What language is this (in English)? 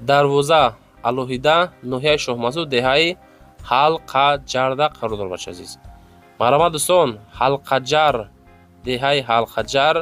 Tajik